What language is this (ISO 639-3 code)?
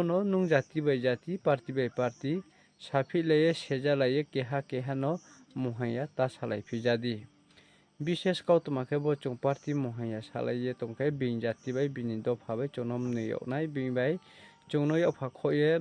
ria